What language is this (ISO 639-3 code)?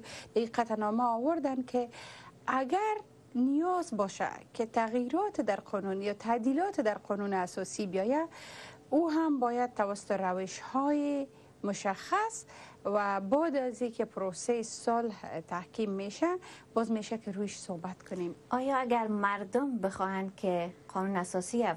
fas